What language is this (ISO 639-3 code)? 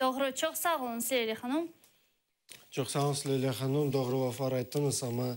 crh